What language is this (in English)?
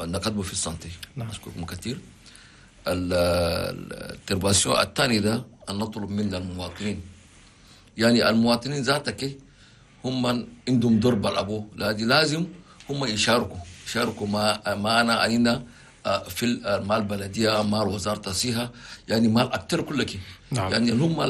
Chadian Arabic